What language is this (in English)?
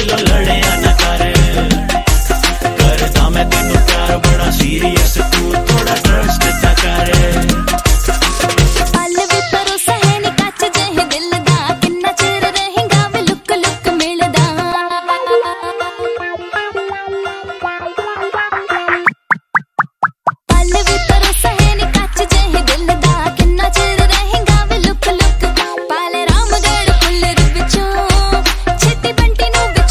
Punjabi